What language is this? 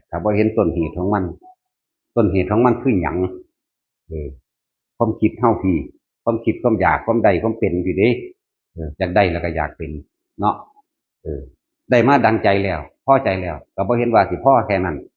Northeastern Thai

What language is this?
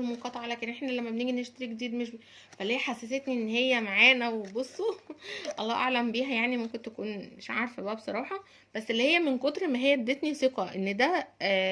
Egyptian Arabic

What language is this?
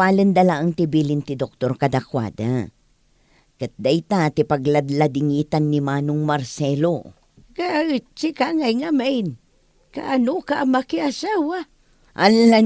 Iloko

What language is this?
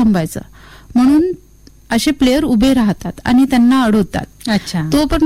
Marathi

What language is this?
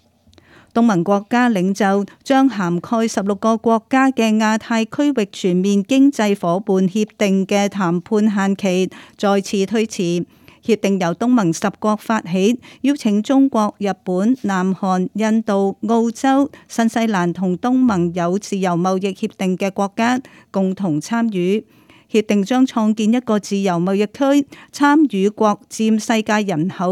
Cantonese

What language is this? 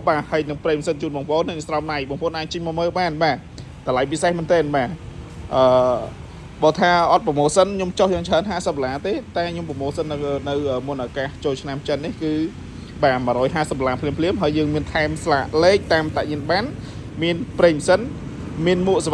Khmer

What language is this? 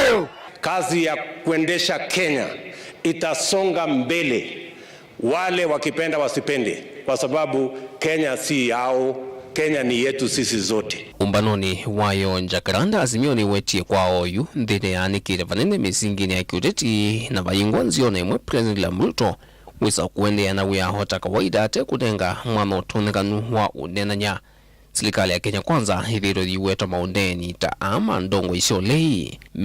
Kamba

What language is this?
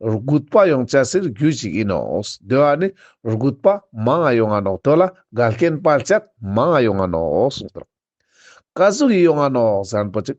Ladakhi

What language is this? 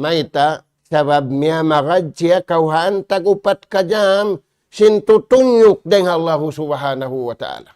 Tausug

